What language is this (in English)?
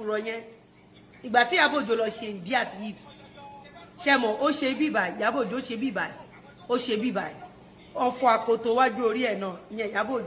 Yoruba